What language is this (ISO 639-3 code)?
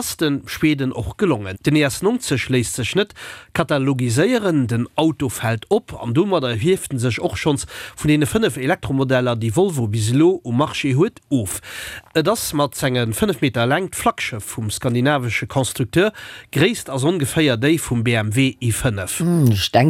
ltz